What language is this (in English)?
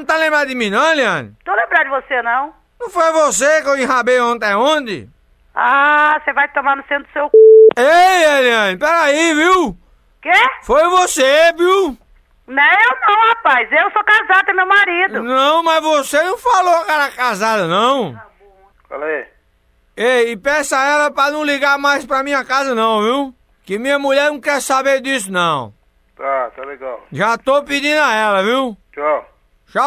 Portuguese